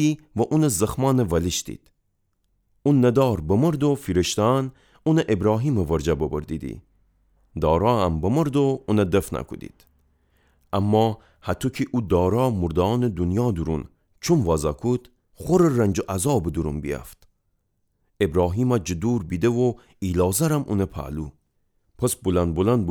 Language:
Gilaki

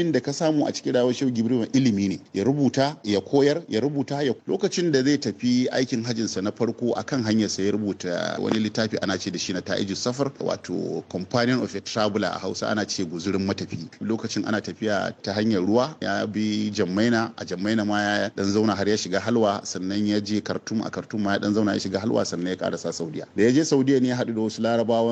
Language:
Hausa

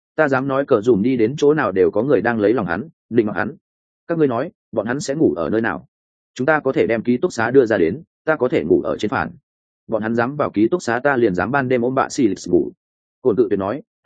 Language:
Vietnamese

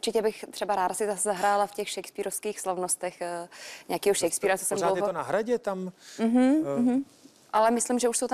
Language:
Czech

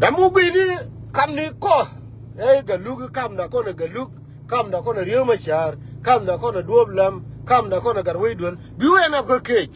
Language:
Nuer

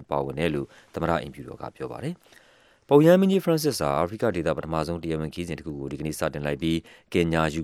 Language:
Burmese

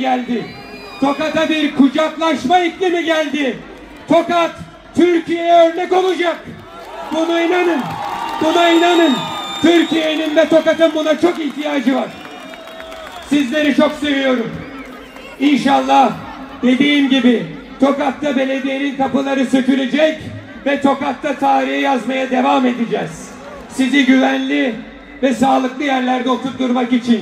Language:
Turkish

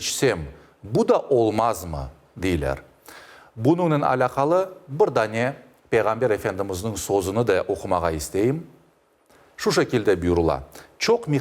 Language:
Crimean Tatar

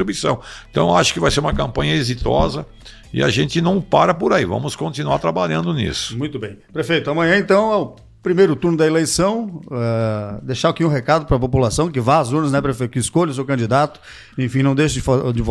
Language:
Portuguese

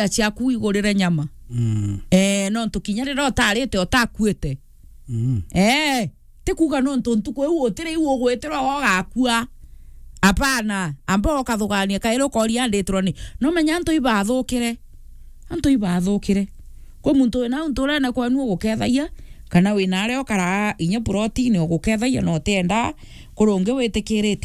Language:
Meru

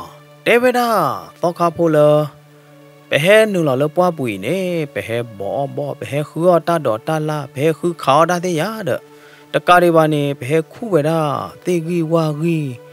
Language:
S'gaw Karen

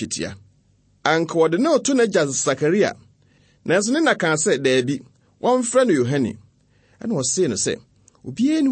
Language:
Akan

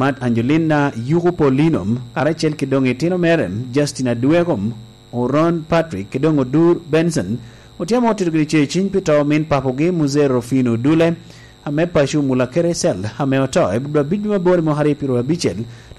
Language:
Lango (Uganda)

